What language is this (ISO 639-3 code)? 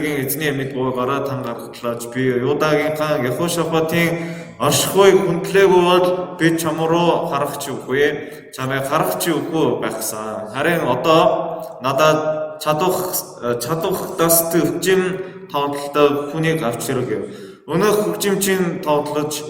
mon